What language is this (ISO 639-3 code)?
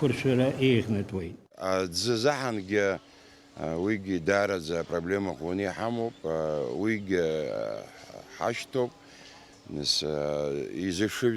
abk